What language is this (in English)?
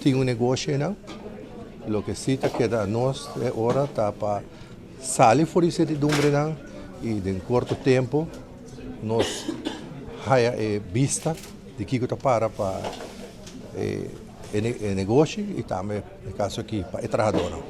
Papiamento